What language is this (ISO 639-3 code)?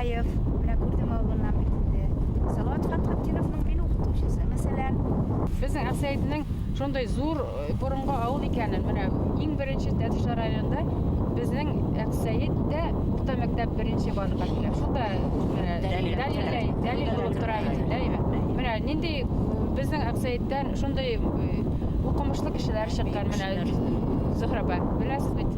bak